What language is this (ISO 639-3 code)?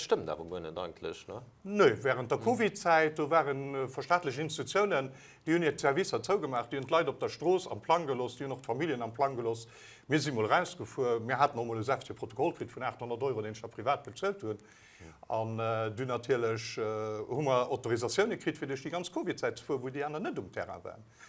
ltz